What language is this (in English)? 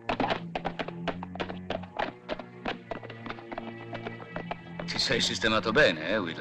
Italian